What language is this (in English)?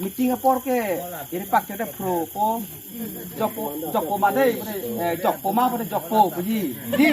Karbi